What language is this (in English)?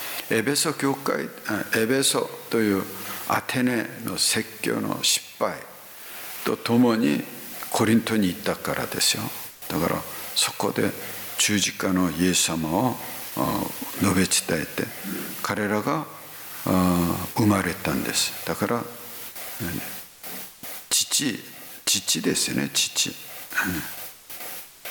Japanese